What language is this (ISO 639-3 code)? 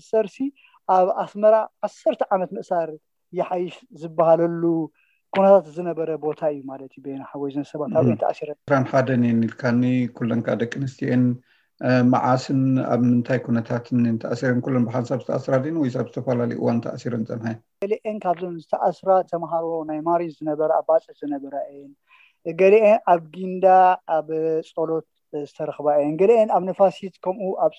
tir